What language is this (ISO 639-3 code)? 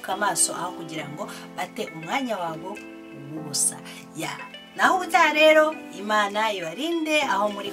kin